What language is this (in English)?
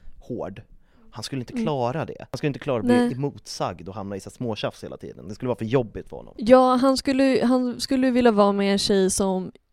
Swedish